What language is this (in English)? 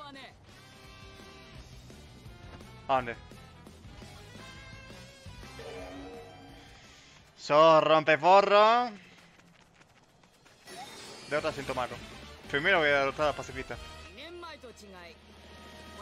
Spanish